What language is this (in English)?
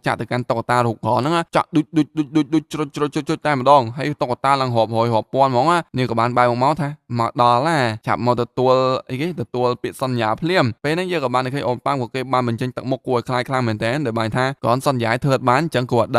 Khmer